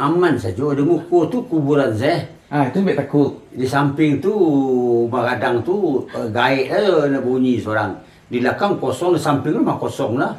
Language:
Minangkabau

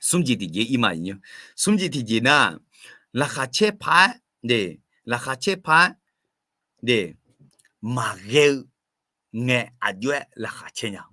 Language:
Akha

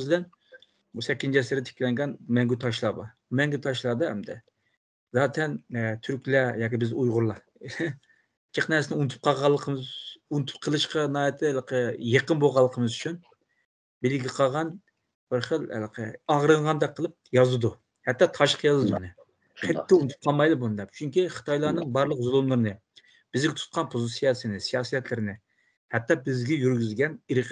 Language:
Uyghur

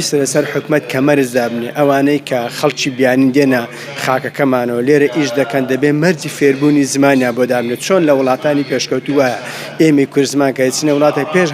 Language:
Central Kurdish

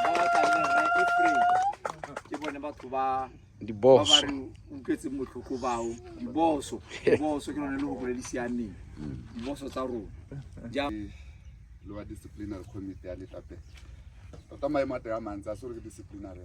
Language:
Tswana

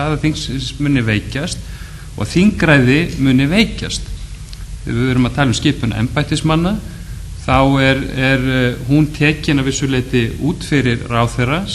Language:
Icelandic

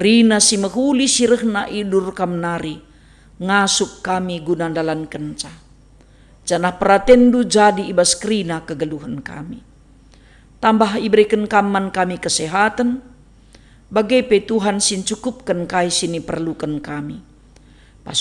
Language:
Batak Karo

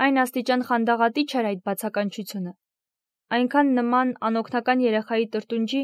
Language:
Armenian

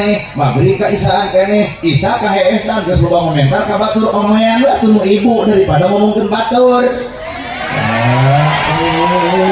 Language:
Sundanese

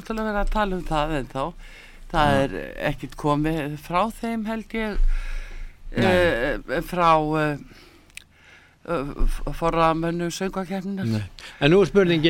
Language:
Icelandic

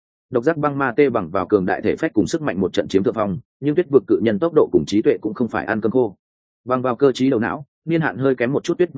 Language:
Vietnamese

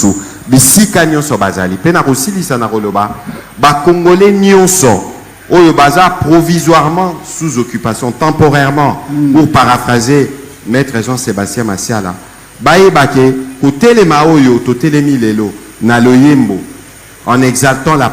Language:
Lingala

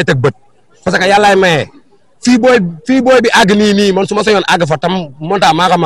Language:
Wolof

